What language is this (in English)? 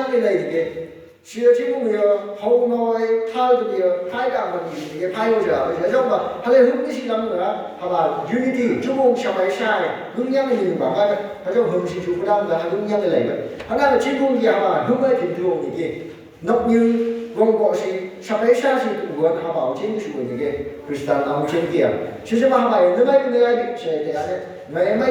Phom Naga